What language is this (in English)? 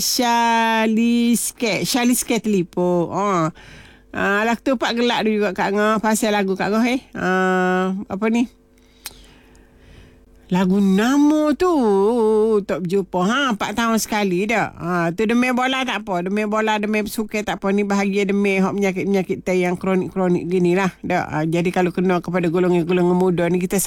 Malay